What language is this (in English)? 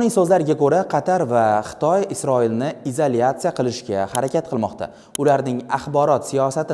Uzbek